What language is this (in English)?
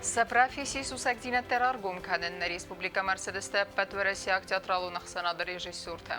Ossetic